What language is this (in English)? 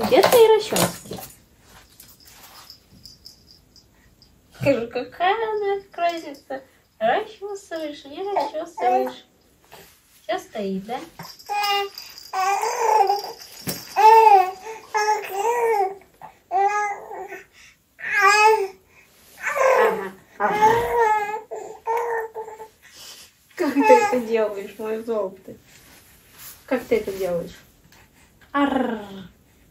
Russian